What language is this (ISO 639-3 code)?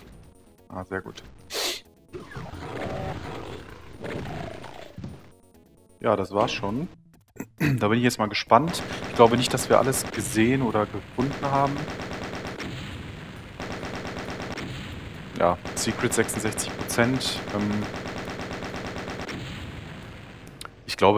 deu